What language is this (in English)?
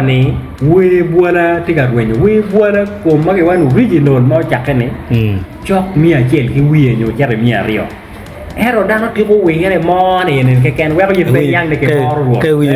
Acoli